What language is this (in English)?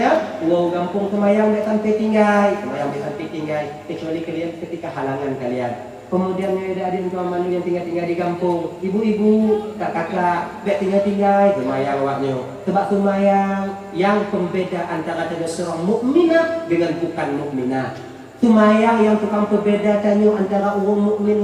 Achinese